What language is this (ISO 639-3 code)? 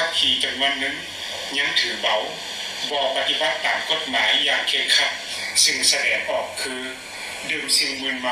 lao